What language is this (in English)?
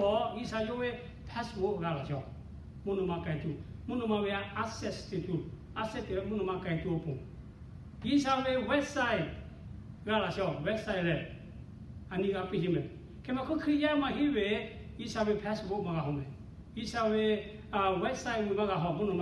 Lahu